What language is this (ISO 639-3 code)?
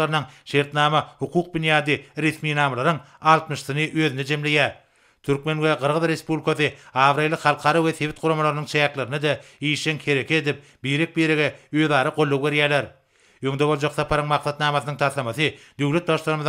tuk